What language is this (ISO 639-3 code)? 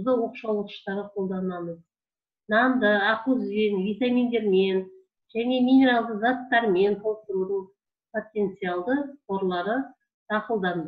kaz